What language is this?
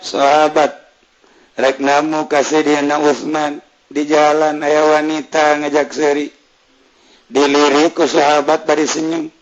Sundanese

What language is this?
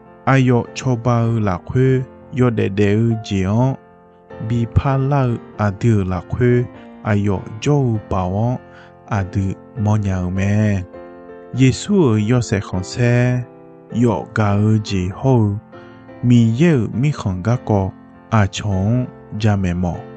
Akha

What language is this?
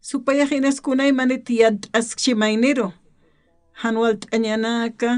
Aymara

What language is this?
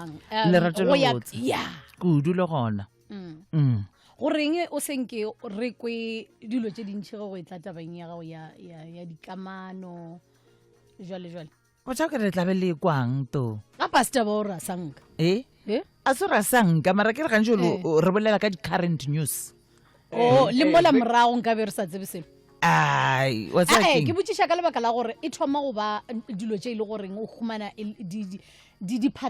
Northern Sotho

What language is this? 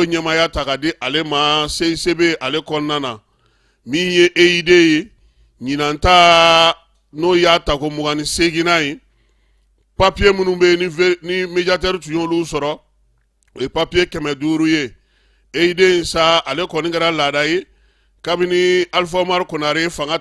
Bambara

